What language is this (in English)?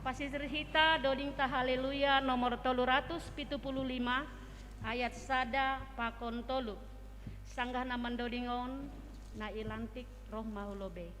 Batak Simalungun